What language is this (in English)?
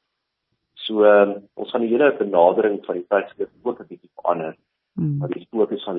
Afrikaans